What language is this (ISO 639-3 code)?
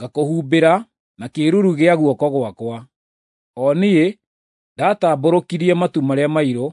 kik